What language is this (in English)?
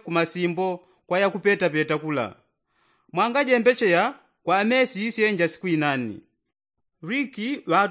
Yao